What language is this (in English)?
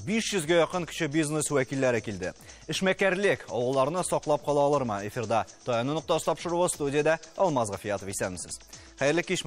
Tatar